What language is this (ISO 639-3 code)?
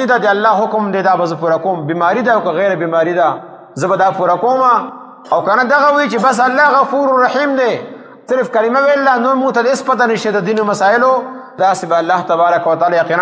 pus